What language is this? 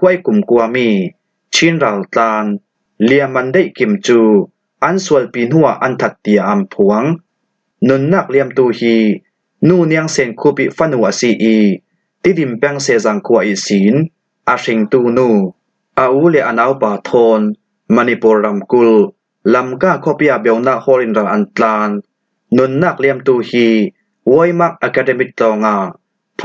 Falam Chin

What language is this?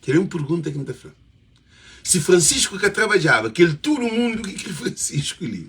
Kabuverdianu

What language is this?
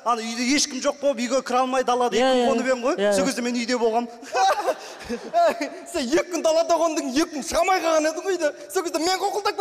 Kazakh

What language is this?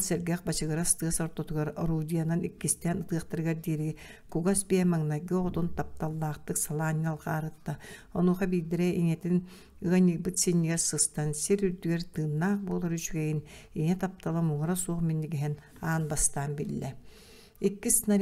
Yakut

